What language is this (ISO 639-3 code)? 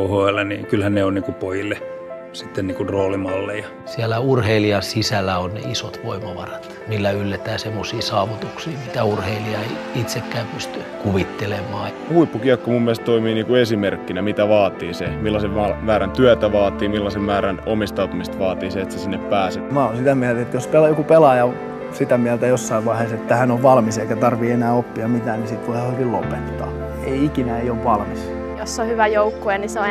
fin